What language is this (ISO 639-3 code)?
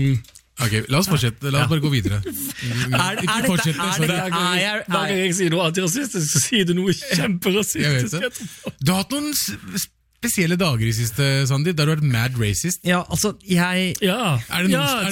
nor